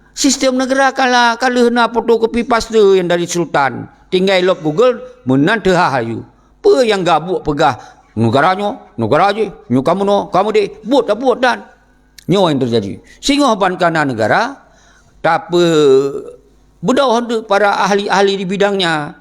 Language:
Achinese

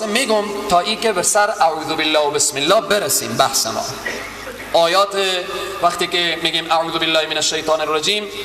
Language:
Persian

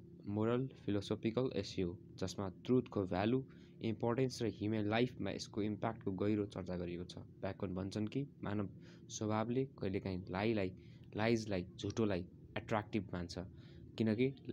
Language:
Nepali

